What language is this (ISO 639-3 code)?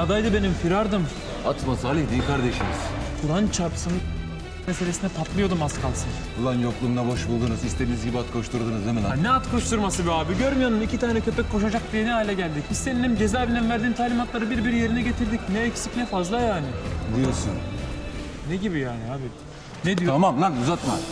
tur